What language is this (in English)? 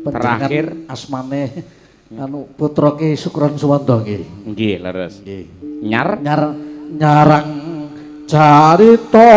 Javanese